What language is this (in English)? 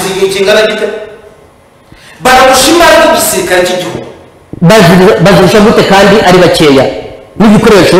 Kinyarwanda